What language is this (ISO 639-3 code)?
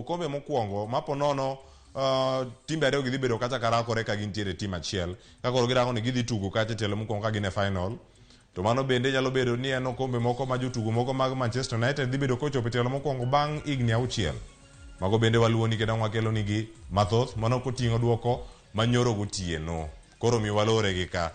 luo